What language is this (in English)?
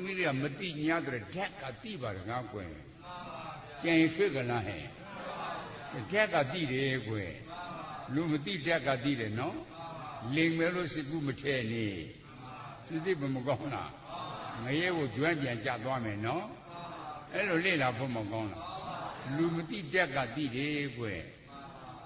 Burmese